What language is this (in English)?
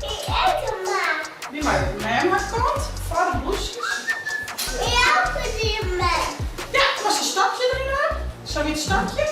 Western Frisian